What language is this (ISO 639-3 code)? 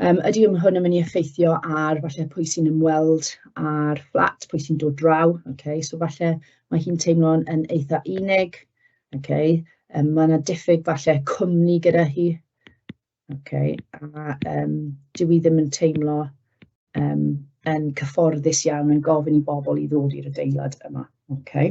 cym